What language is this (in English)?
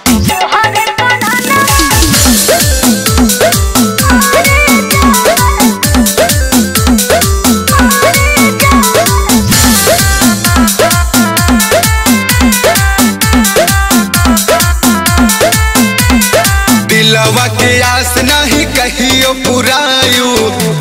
Bhojpuri